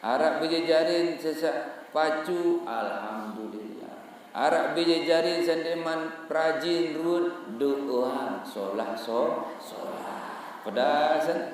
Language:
Sasak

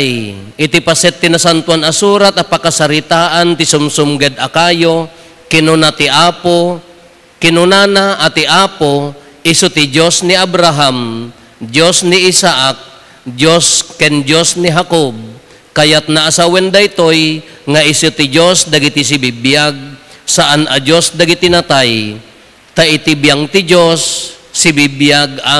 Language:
Iloko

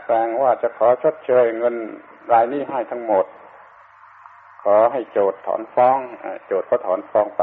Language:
Thai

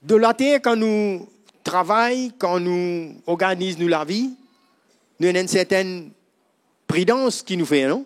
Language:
Morisyen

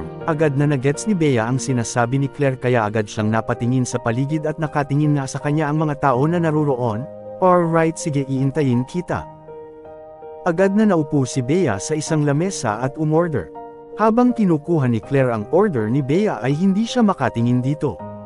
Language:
Filipino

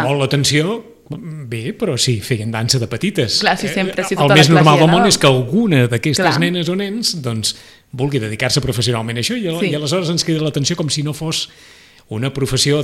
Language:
Catalan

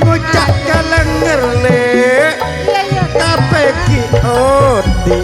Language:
Madurese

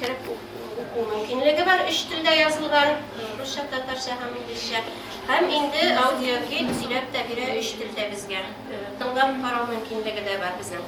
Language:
Tatar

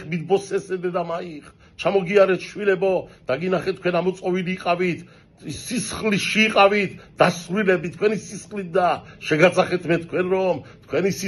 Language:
Georgian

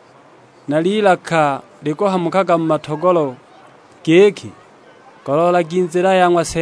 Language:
Sukuma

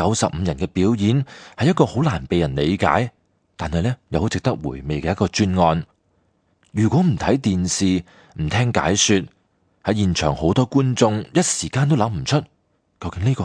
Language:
Cantonese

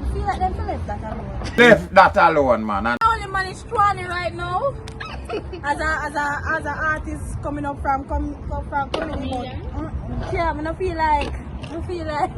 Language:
Jamaican Creole English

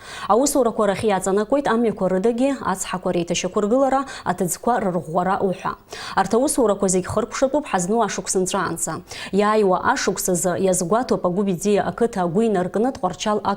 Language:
Abkhazian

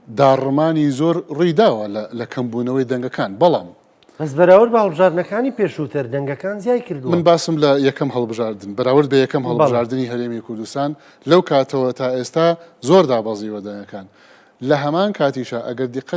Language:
Central Kurdish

